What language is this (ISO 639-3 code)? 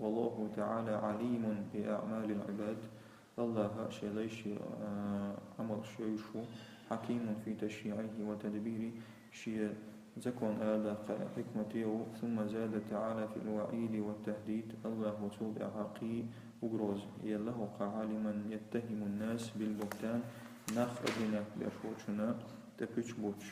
che